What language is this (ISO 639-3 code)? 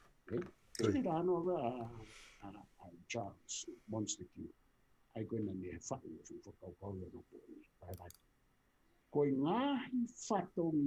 ton